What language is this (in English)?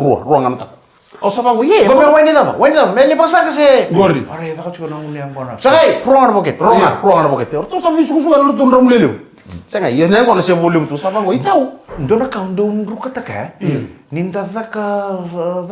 Fijian